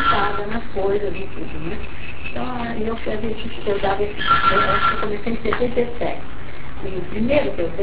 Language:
Portuguese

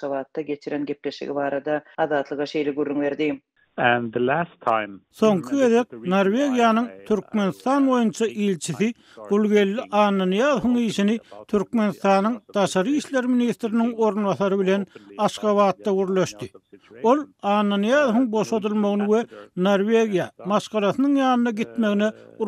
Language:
Turkmen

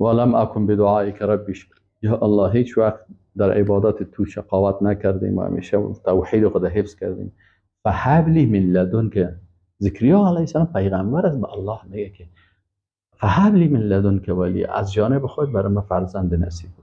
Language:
Persian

